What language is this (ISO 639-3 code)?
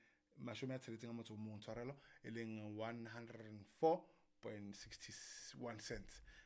sot